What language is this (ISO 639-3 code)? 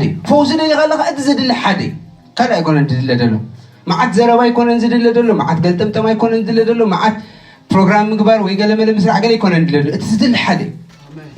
tir